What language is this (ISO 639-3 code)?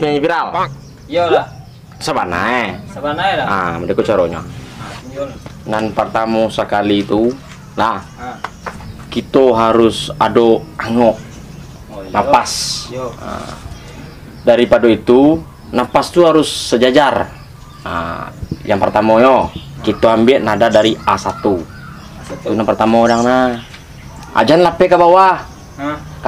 min